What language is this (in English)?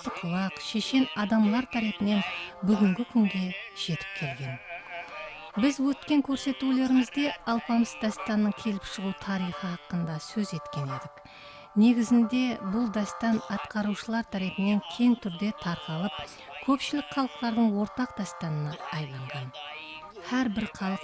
Kara-Kalpak